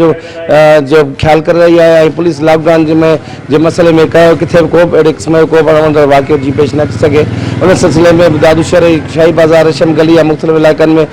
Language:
Sindhi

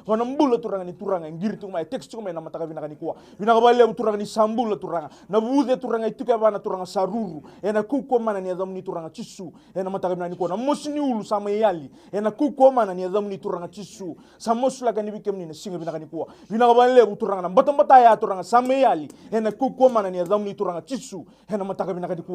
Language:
Fijian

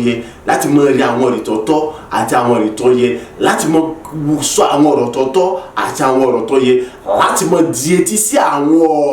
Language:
Yoruba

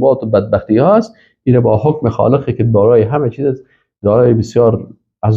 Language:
Persian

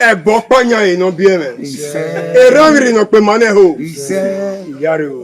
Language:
Bini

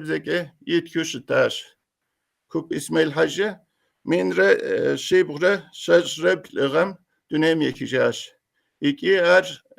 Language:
Kabardian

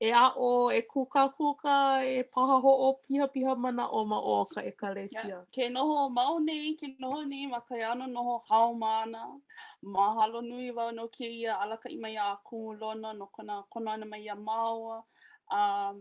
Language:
Hawaiian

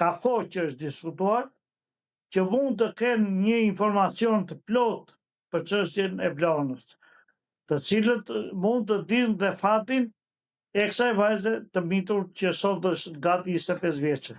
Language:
Albanian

